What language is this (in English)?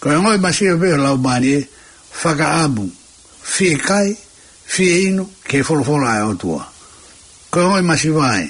Tongan